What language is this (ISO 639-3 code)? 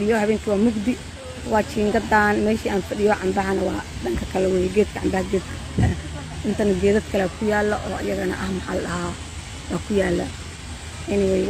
som